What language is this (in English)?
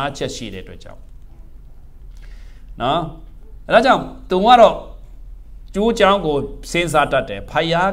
Burmese